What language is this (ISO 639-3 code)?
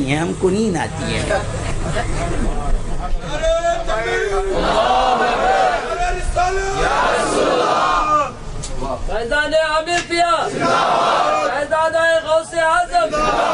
urd